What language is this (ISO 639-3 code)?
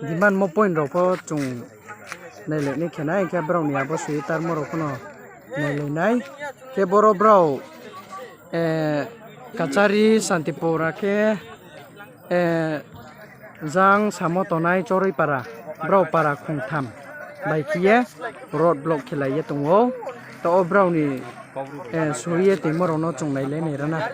ria